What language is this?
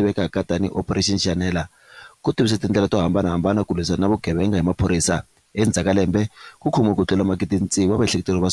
Tsonga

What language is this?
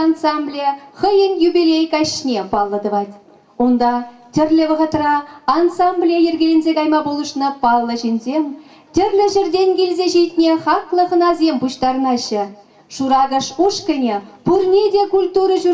Chuvash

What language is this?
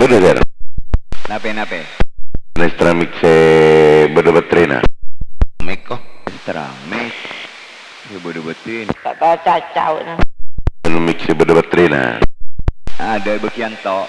Madurese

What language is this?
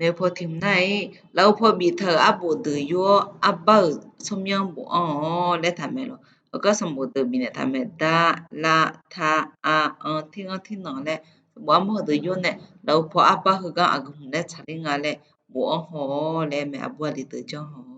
Akha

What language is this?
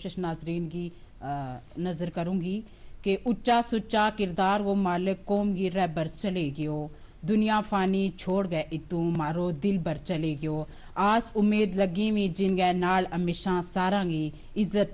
Gujari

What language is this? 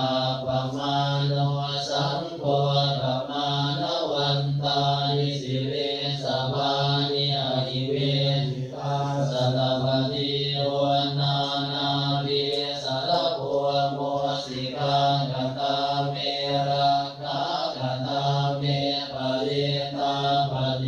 Pali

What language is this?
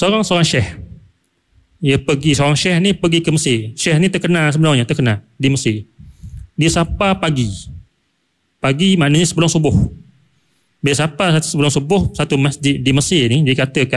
Malay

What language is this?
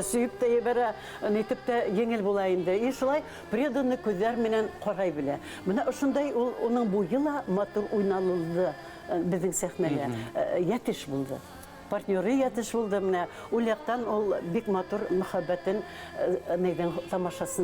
Bashkir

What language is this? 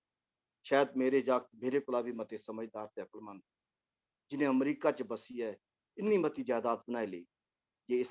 Dogri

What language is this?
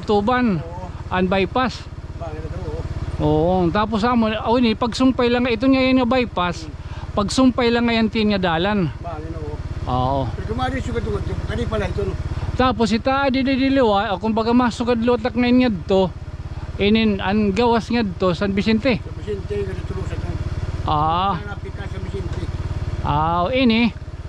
Waray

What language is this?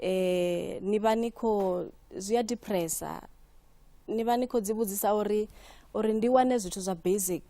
Venda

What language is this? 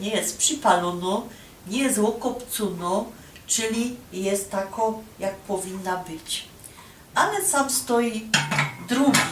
Silesian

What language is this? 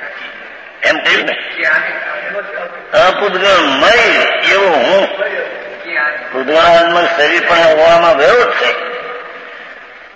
Gujarati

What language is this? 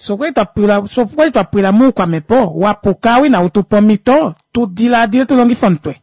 Kuanyama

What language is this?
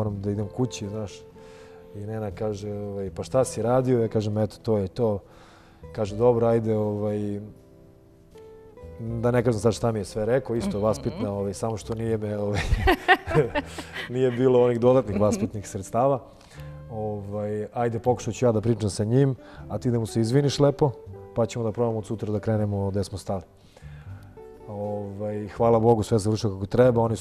Serbian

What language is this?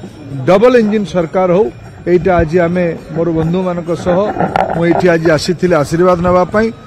Odia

